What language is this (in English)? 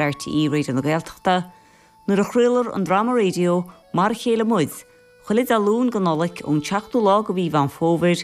Irish